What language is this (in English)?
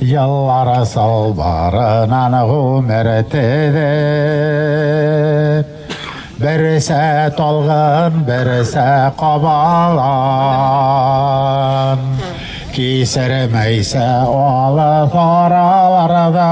Bashkir